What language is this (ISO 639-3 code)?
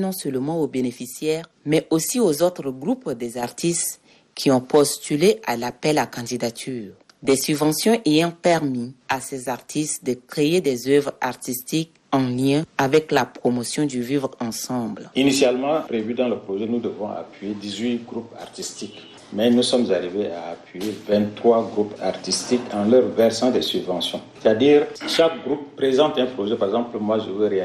fra